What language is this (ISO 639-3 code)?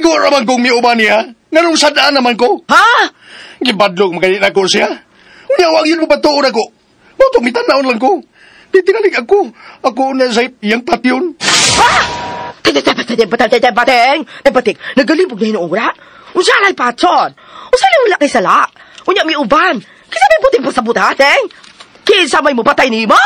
ceb